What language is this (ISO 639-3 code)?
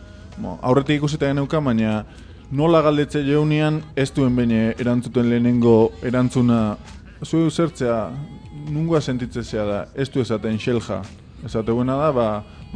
eus